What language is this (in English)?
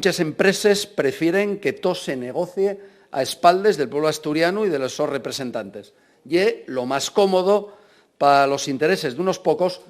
Asturian